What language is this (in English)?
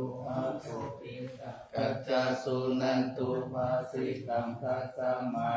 Pali